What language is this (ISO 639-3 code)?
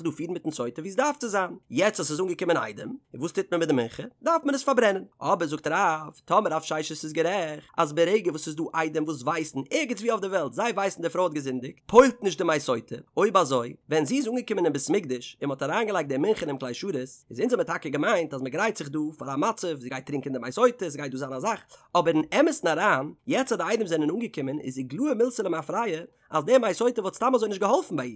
yid